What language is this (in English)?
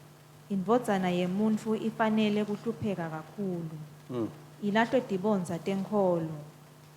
Swati